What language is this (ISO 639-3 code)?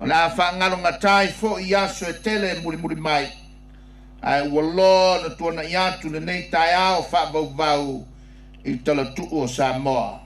smo